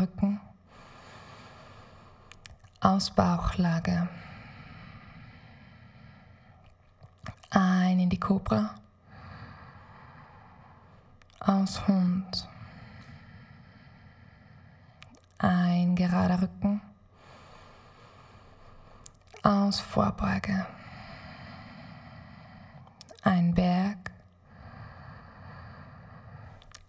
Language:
German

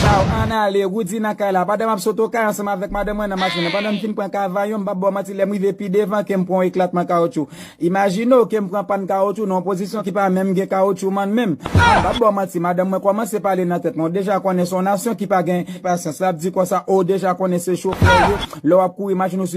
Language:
Haitian Creole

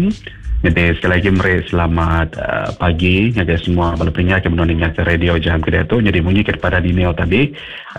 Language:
Iban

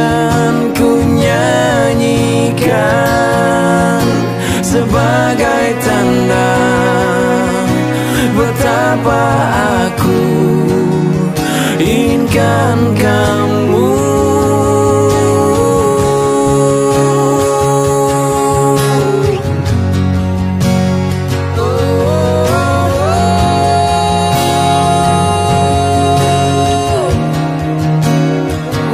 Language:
Indonesian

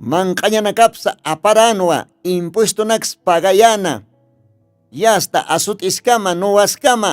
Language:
Aymara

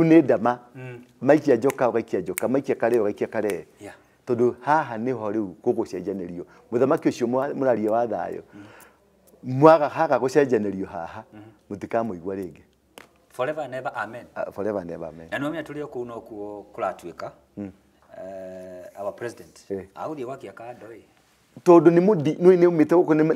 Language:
Kikuyu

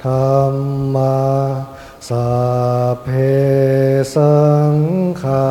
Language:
Pali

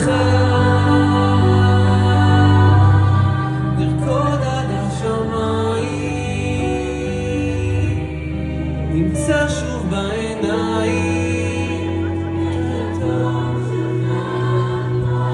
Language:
Hebrew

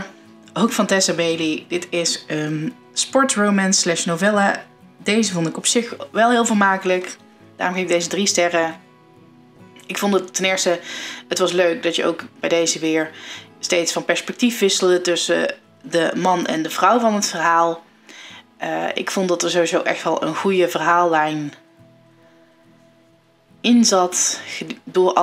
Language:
Dutch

